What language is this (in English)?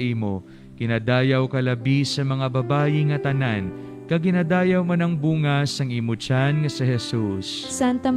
Hiligaynon